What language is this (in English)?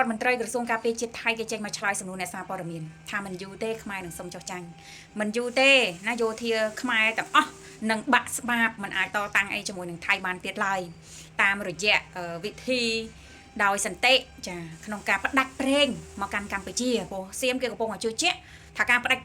Khmer